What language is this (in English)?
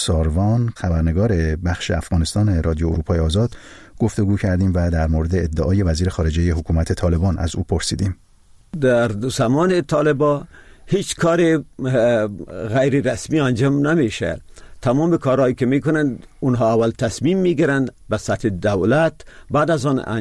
Persian